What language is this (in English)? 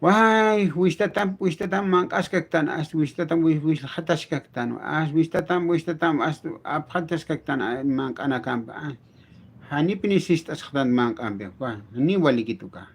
Aymara